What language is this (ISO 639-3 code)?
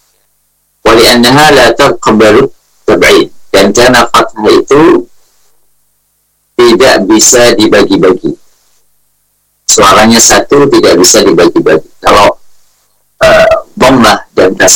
ind